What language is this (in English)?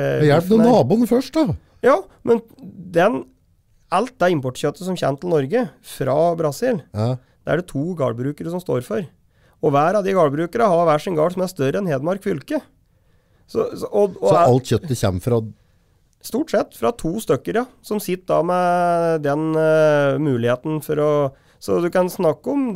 Norwegian